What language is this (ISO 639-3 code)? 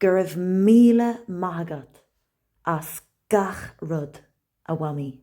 gle